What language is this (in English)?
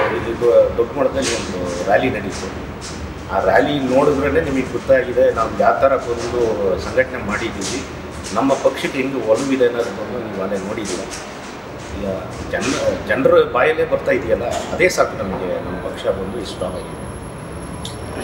Kannada